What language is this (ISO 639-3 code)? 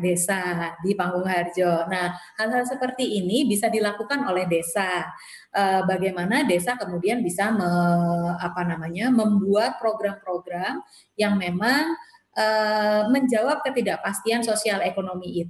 ind